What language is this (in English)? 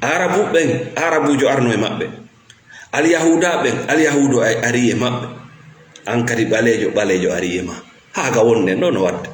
Fula